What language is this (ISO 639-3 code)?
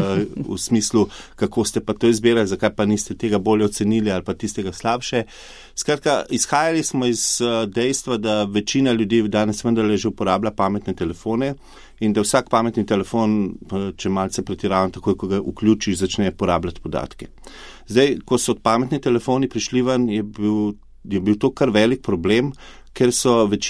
slv